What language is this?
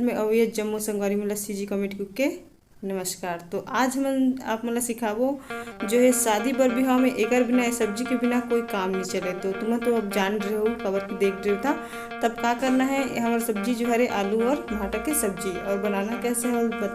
Chhattisgarhi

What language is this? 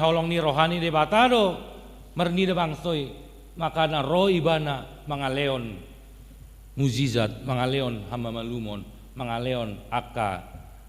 Batak Toba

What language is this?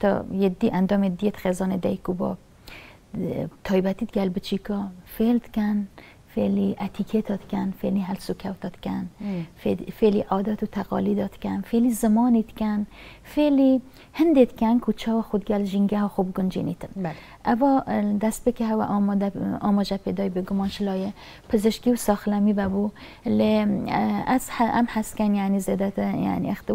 Kurdish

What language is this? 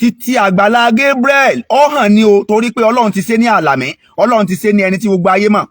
Yoruba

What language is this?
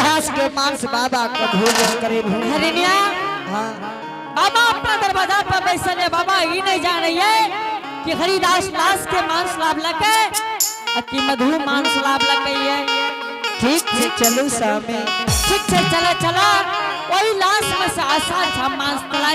Angika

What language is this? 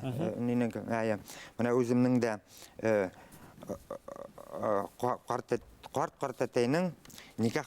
Bashkir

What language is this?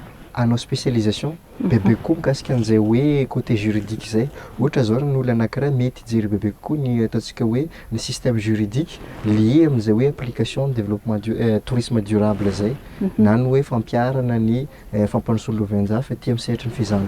Malagasy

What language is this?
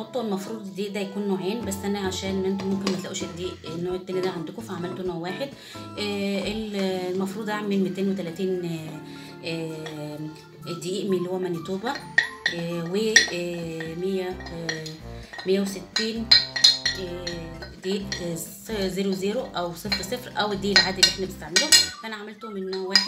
Egyptian Arabic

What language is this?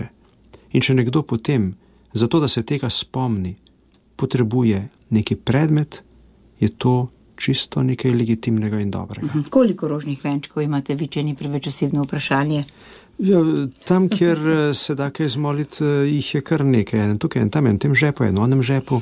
Slovenian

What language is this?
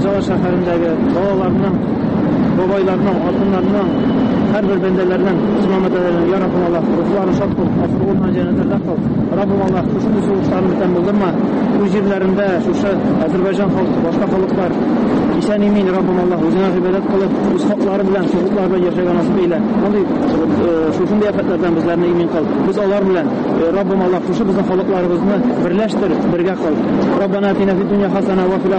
Tatar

